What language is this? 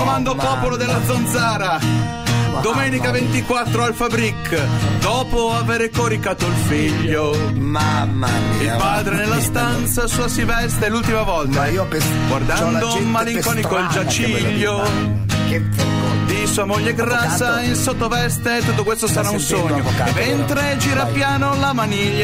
Italian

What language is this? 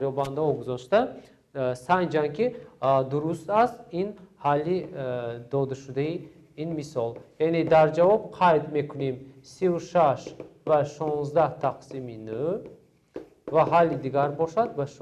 Tajik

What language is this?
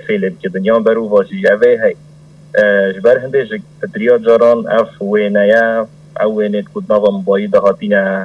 Kurdish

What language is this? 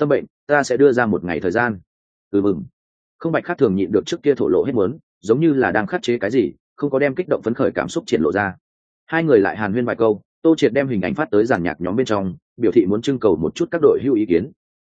Vietnamese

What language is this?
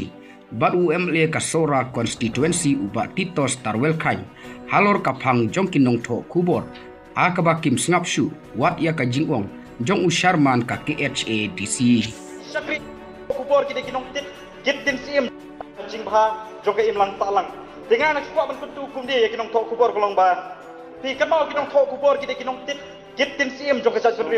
Khasi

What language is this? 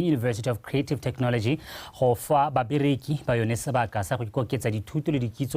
Tswana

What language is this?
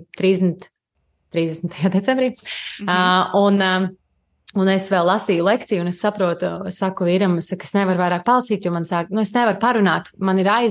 Latvian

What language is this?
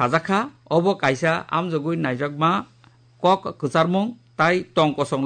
Kok Borok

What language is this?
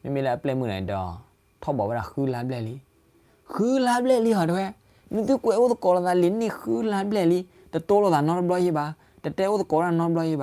S'gaw Karen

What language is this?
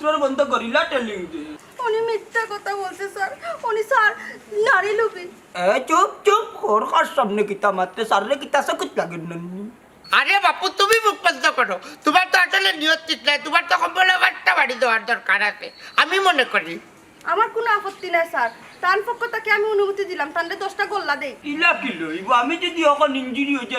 Sylheti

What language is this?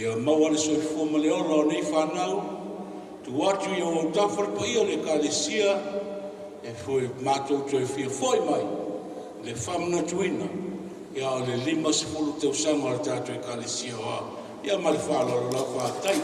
Samoan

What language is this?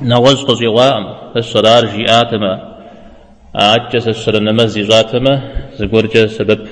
Kabardian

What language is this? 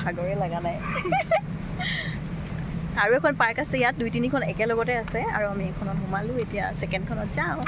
Assamese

